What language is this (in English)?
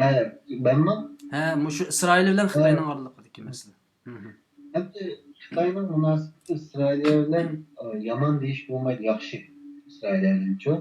Uyghur